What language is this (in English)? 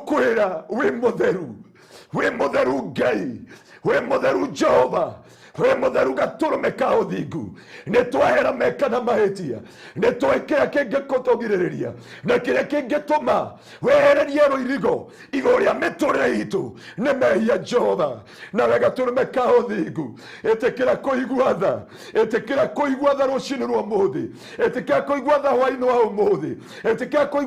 Kikuyu